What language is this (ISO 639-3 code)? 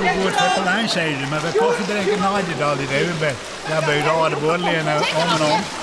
fry